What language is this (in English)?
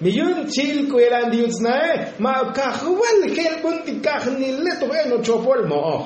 Tzotzil